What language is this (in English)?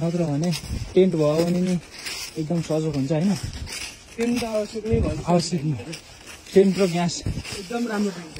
Nepali